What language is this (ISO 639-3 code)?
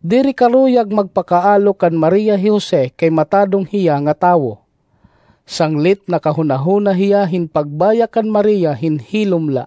war